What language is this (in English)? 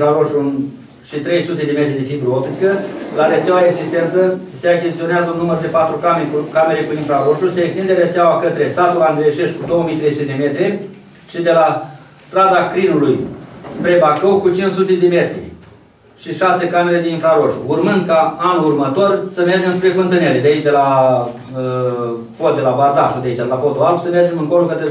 Romanian